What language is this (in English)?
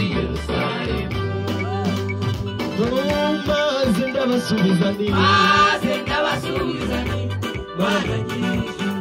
Kinyarwanda